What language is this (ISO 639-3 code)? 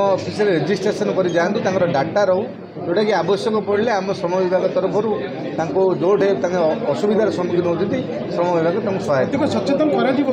ori